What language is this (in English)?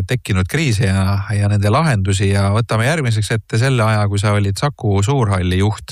Estonian